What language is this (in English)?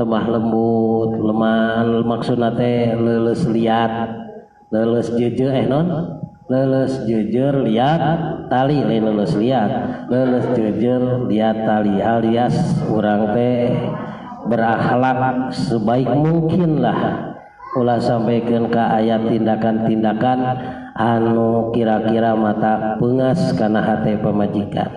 Sundanese